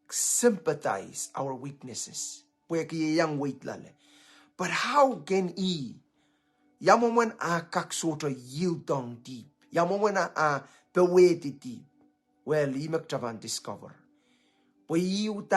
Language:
Pohnpeian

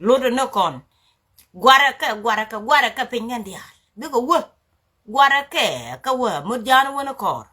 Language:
Nuer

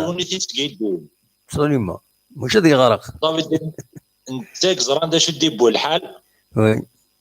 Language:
Kabyle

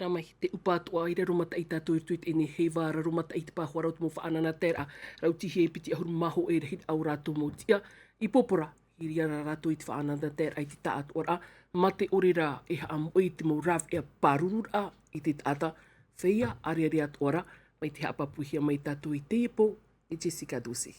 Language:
Tahitian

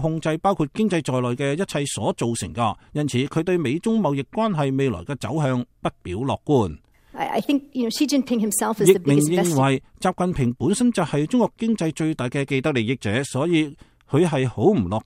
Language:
Cantonese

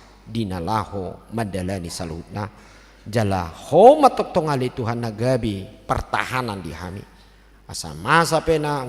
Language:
Batak Toba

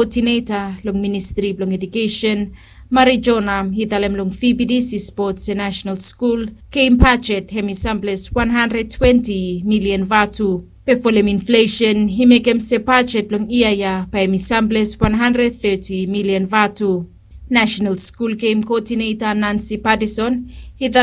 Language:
Bislama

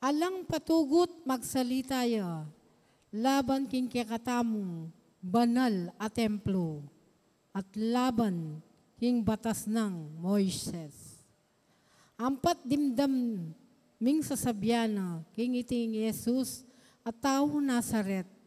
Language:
Pampanga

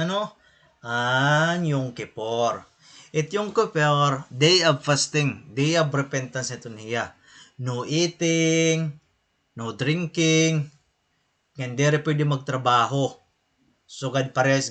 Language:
Waray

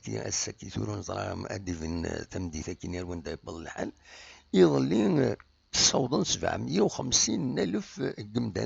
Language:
Kabyle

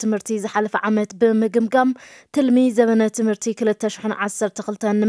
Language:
Tigrinya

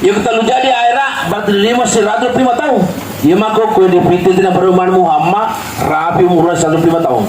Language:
Buginese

